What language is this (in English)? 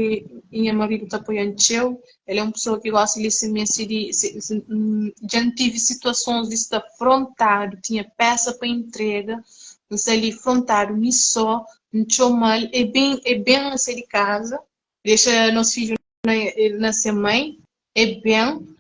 Kabuverdianu